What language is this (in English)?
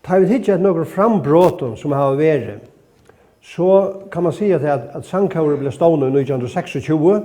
Faroese